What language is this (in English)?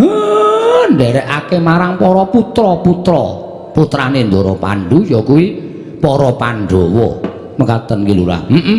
Javanese